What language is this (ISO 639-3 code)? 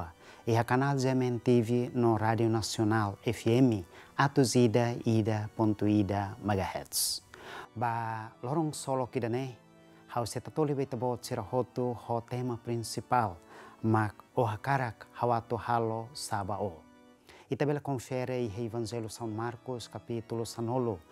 tet